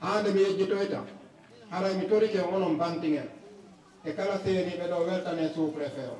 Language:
Fula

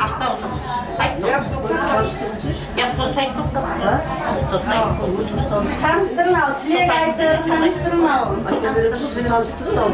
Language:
Kara-Kalpak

